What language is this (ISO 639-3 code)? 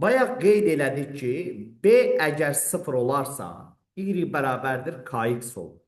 aze